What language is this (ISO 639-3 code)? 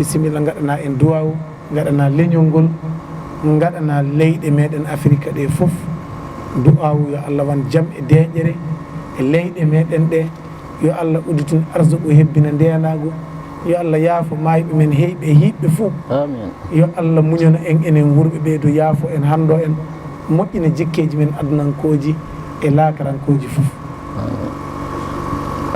ful